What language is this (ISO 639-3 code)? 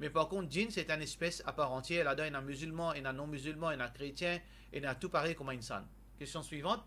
mfe